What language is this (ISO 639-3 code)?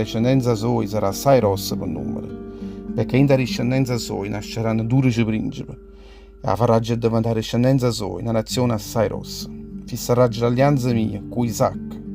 nap